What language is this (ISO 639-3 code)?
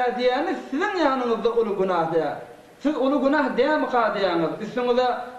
tuk